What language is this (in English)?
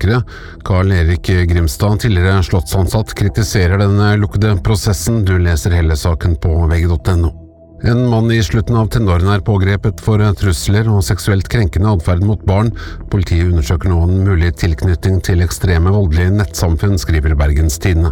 Norwegian